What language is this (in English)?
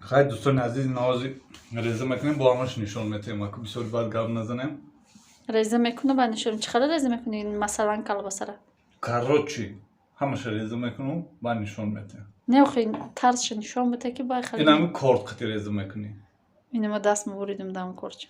Tajik